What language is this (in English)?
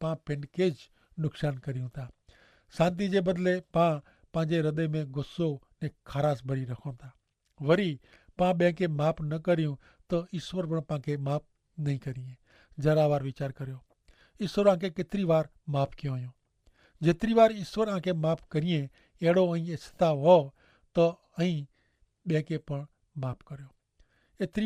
Kachhi